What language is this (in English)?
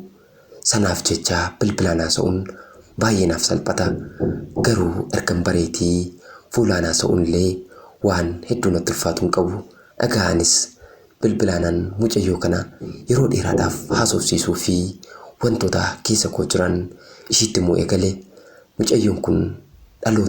Oromo